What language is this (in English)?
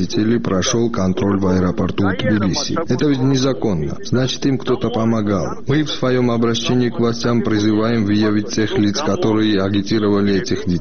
Russian